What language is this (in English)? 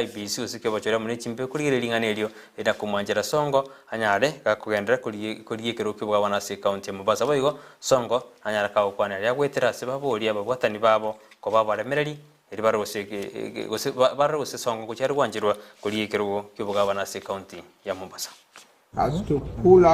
Gusii